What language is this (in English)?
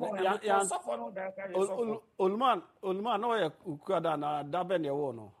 Akan